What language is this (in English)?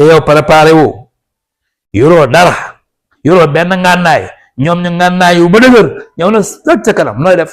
Wolof